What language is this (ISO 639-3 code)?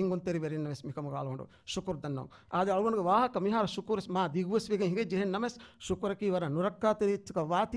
div